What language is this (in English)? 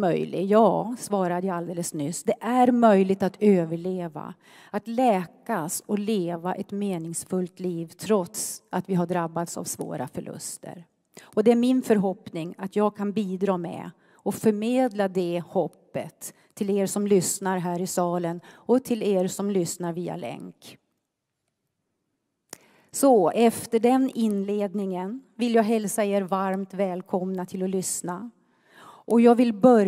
Swedish